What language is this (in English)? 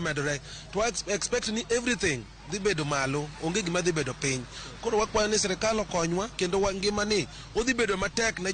Luo (Kenya and Tanzania)